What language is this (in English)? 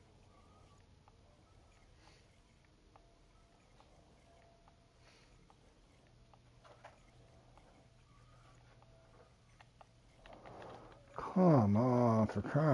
English